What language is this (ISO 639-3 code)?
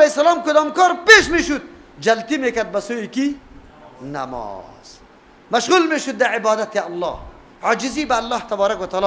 fas